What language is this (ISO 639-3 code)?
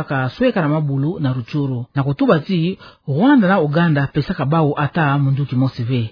ktu